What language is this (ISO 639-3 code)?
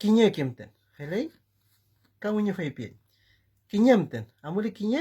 arn